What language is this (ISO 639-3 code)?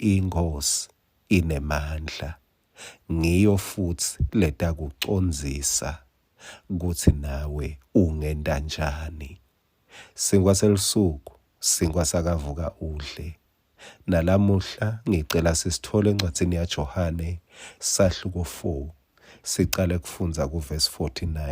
ssw